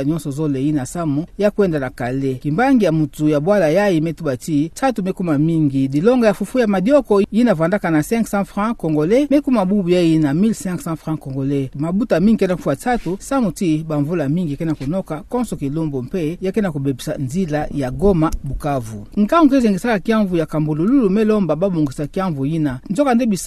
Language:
Kituba (Democratic Republic of Congo)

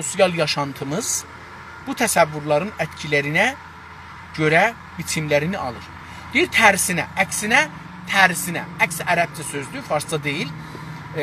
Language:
South Azerbaijani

